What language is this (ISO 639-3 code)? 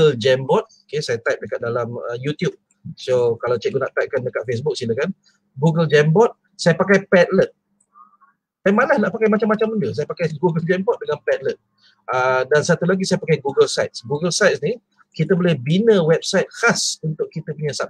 msa